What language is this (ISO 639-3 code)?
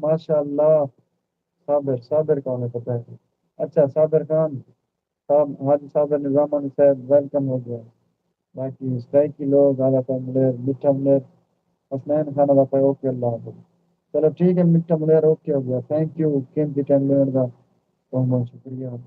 skr